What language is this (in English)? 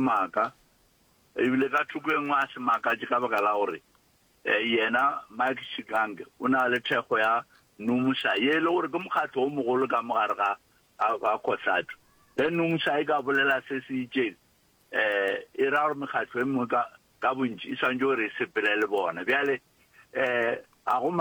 Northern Sotho